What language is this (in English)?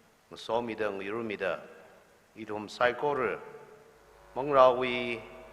Tangkhul Naga (India)